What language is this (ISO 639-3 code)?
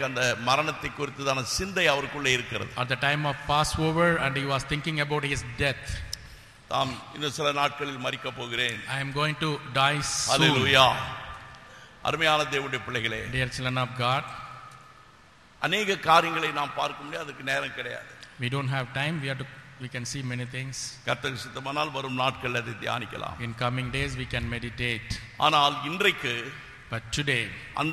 tam